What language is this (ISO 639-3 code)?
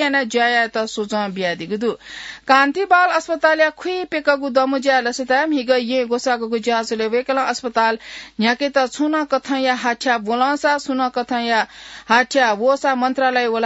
new